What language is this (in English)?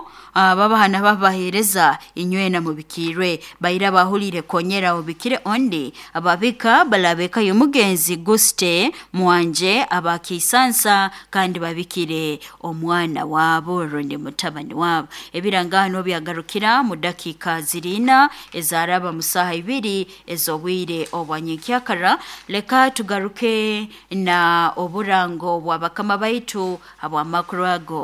Nyoro